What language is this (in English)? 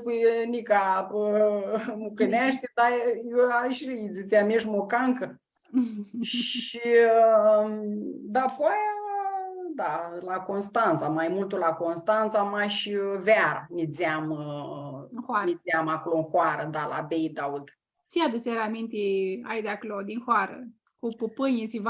Aromanian